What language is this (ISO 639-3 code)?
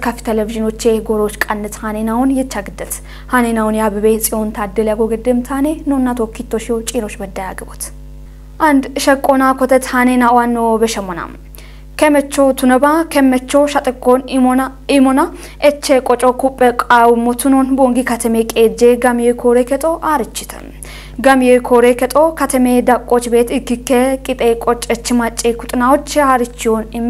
kbr